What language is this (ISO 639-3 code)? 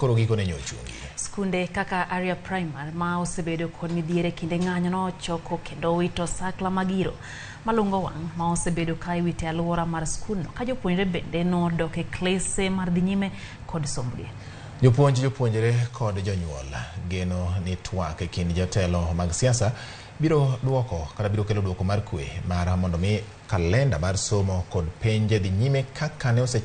luo